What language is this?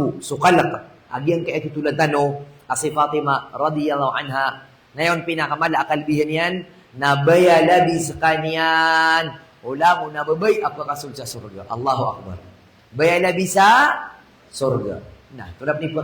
Maranao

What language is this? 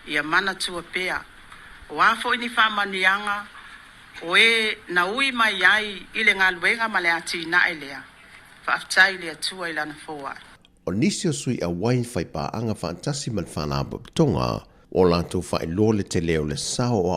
Samoan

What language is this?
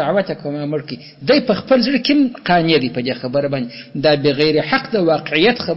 Pashto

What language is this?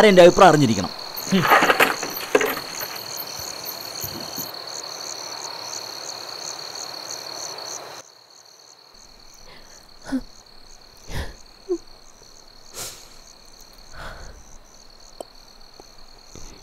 Malayalam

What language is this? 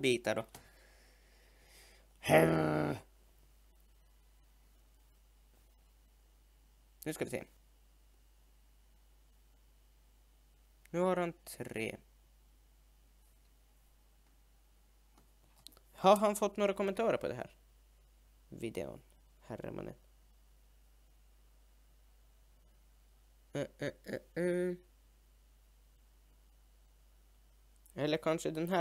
Swedish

